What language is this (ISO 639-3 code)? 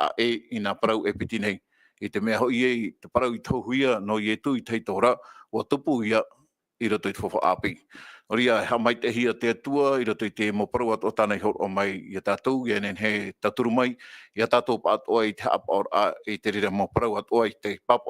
tah